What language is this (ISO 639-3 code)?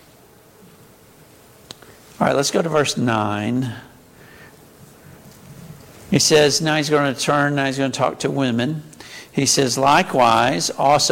eng